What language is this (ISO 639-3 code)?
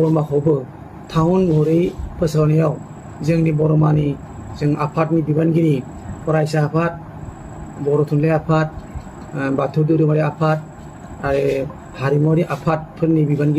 brx